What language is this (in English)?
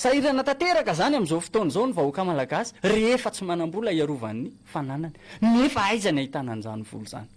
Malagasy